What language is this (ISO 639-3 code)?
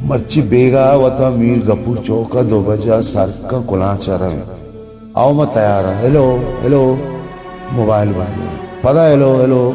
bal